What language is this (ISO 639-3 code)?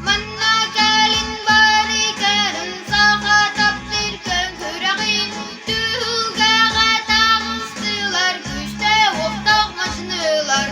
sah